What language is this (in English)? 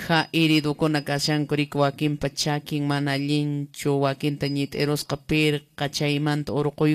Quechua